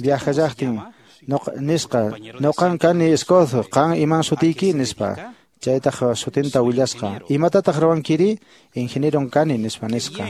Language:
Quechua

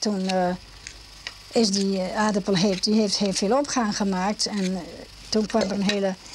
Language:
Dutch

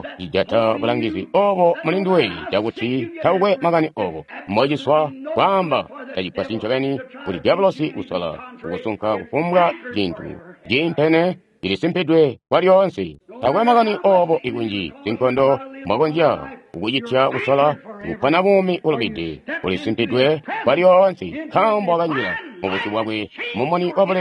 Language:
Tonga (Zambia)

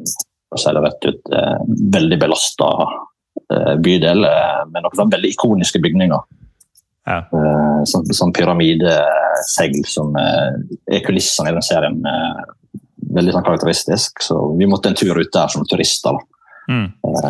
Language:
Norwegian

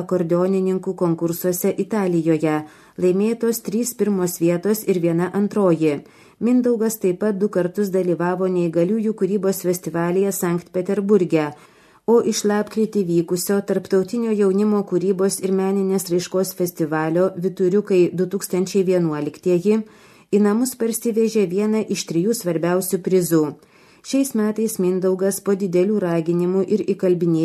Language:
Lithuanian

